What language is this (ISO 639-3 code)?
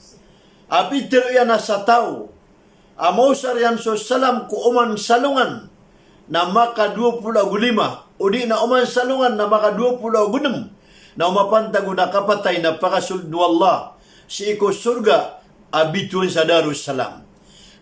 mrw